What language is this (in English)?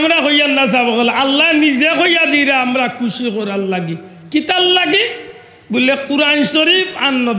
Sylheti